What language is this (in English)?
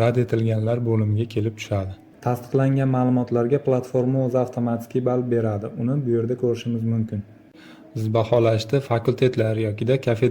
Uzbek